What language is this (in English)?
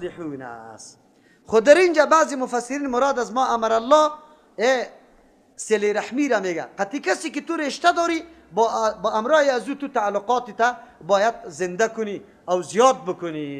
Persian